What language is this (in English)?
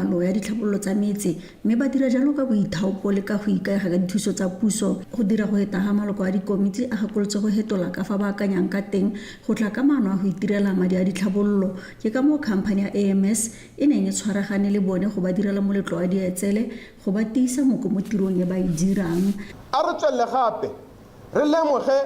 Tswana